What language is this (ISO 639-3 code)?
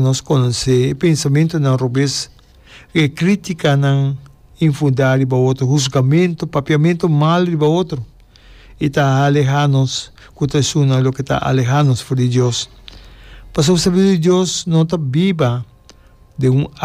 pap